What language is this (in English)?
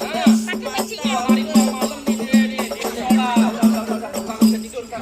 Betawi